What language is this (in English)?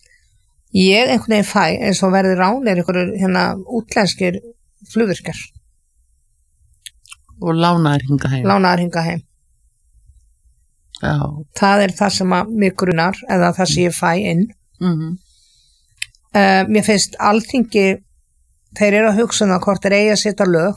Icelandic